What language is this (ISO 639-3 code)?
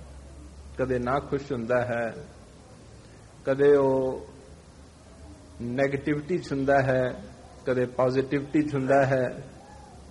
pan